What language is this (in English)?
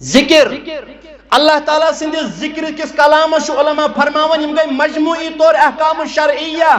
Kashmiri